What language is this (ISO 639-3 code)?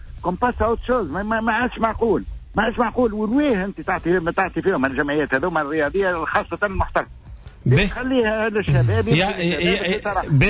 aeb